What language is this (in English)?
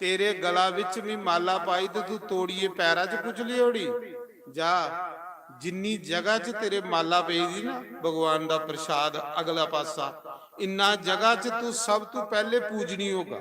Dogri